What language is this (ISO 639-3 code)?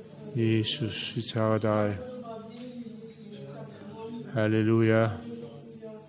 dan